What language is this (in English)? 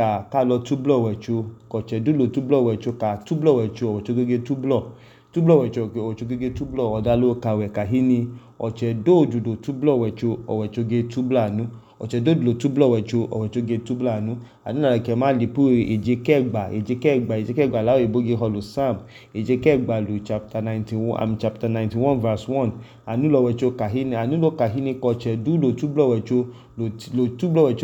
Idoma